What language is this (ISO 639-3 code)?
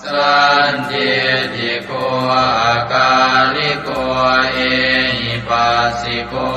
pli